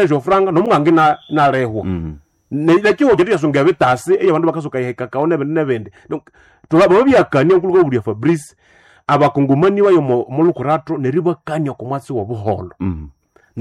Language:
Nande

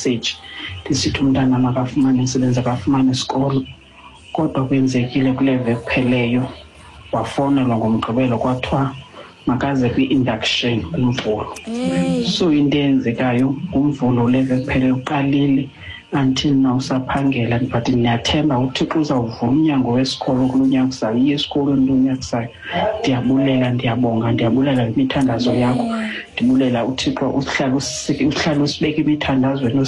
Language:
Xhosa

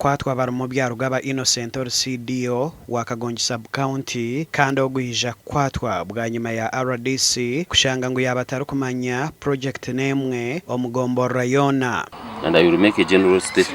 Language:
Nyankole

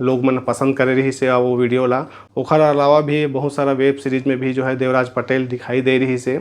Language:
Chhattisgarhi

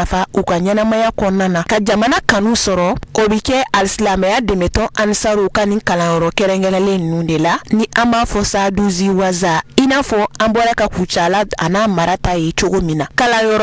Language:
Bambara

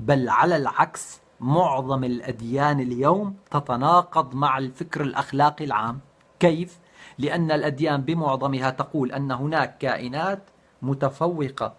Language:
North Levantine Arabic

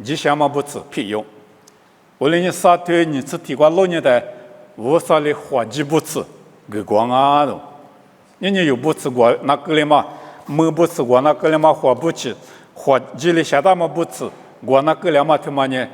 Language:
Lisu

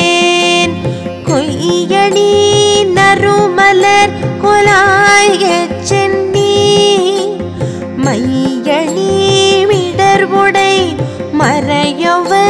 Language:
Tamil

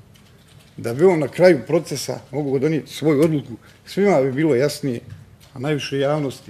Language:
Bosnian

